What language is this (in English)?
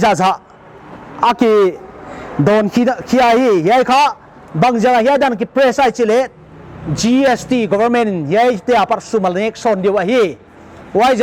Paite Chin